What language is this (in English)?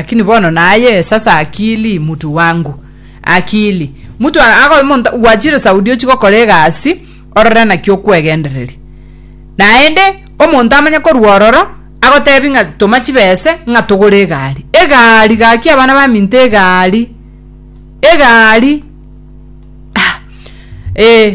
Gusii